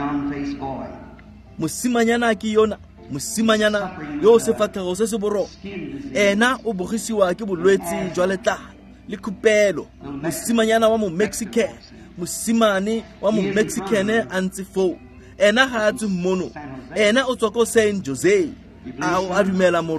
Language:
Tswana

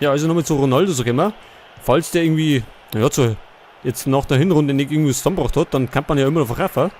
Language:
Bavarian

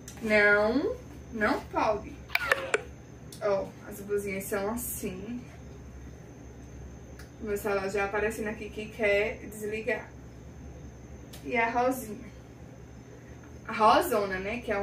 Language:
Portuguese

